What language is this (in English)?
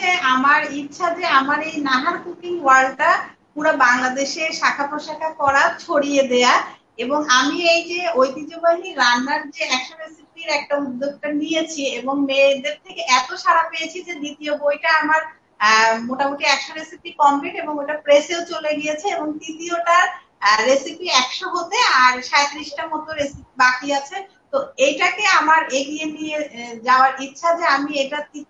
Bangla